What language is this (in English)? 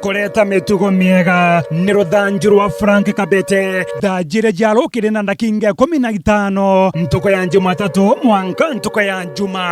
Meru